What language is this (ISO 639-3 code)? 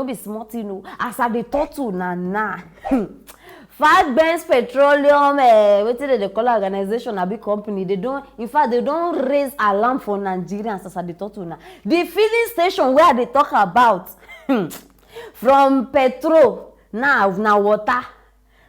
pcm